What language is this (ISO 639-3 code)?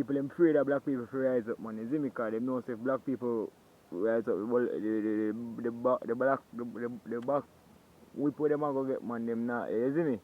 jam